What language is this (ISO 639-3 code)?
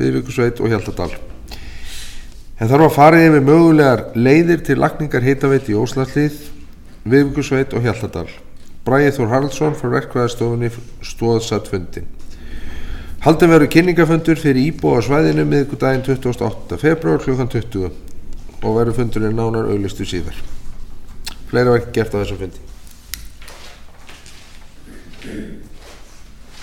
isl